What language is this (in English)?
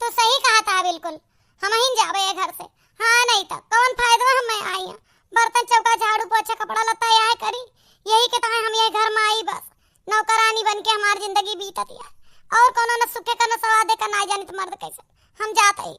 Awadhi